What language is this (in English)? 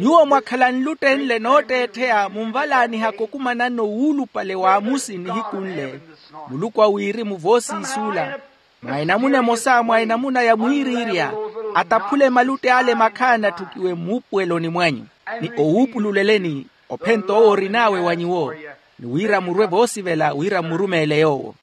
Makhuwa